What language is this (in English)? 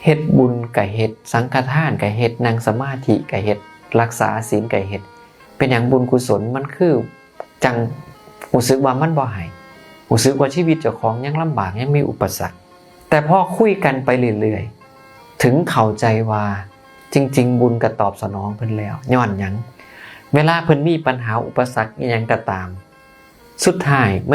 Northeastern Thai